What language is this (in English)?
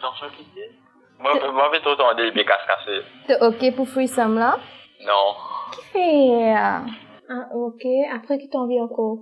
Morisyen